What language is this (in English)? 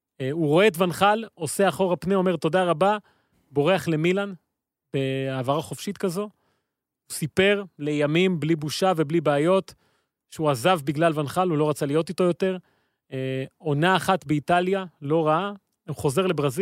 Hebrew